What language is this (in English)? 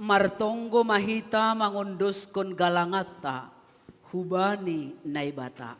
Batak Simalungun